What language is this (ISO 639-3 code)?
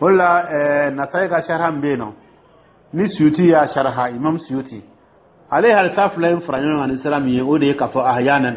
dyu